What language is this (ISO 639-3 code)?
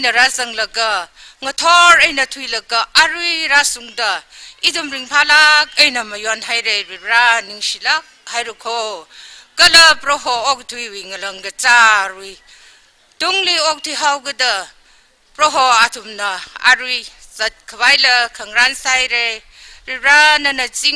nmf